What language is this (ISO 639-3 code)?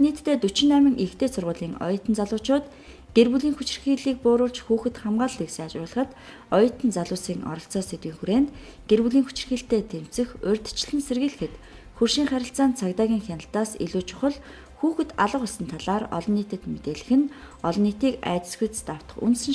mon